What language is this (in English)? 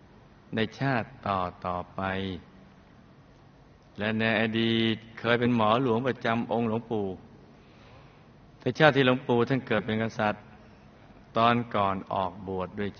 Thai